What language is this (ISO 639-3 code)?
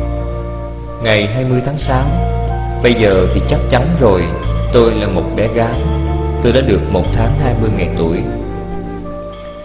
vie